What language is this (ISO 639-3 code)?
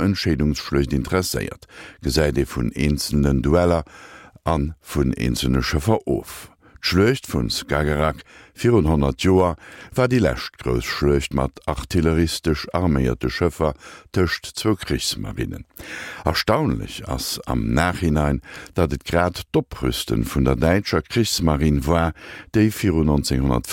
ltz